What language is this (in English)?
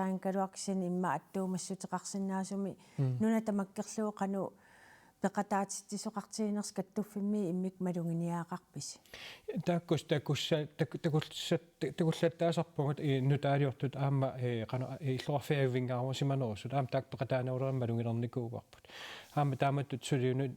Kalaallisut